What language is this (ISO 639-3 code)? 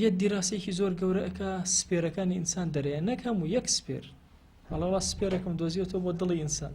ckb